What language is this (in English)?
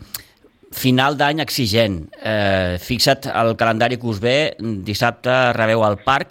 Catalan